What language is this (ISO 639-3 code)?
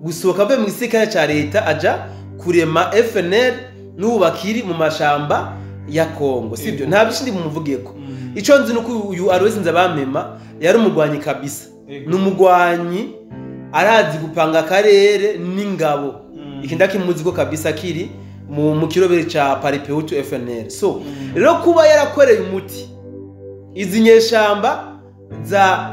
run